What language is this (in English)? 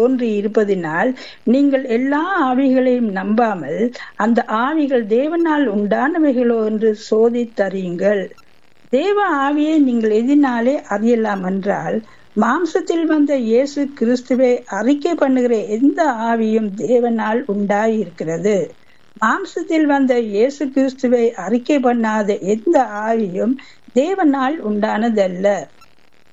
Tamil